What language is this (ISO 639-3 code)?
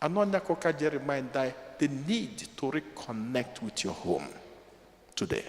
ibo